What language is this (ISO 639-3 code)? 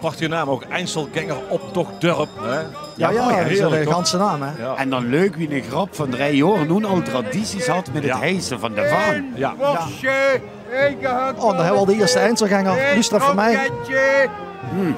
lim